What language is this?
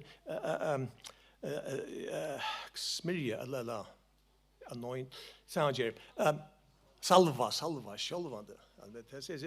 Faroese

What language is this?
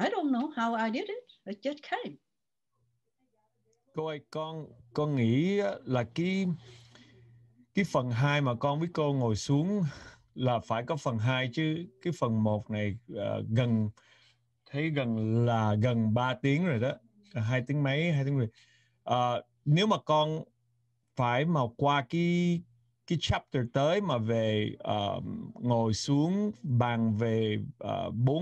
Vietnamese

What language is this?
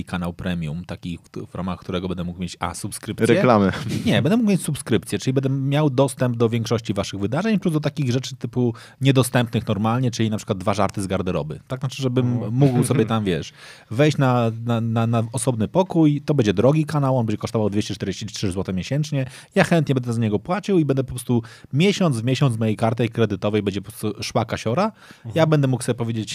Polish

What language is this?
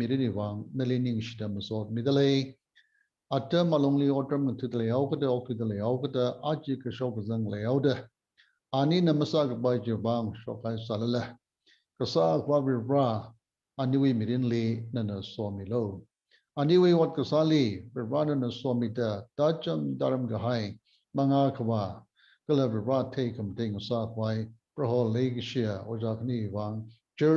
Tangkhul Naga (India)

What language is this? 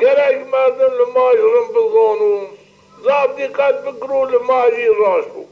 Zaza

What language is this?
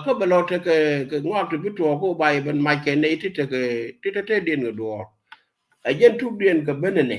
Nuer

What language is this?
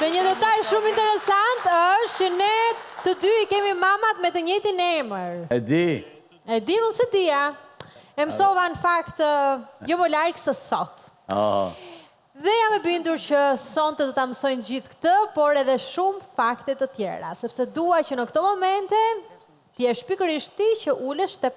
Albanian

